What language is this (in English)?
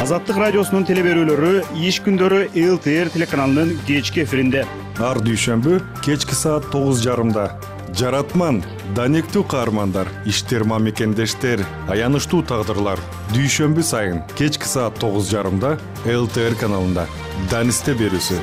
Kyrgyz